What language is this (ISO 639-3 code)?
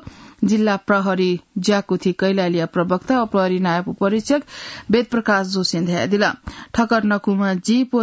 new